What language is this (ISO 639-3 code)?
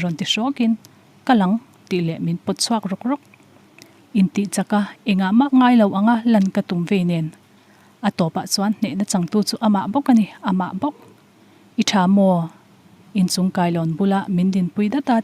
lus